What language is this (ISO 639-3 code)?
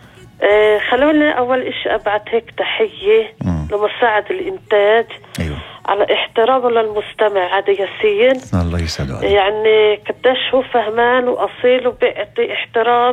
apc